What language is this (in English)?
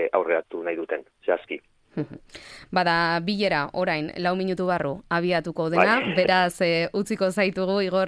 Basque